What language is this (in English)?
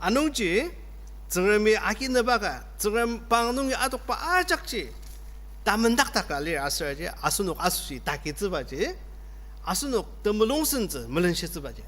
Ao Naga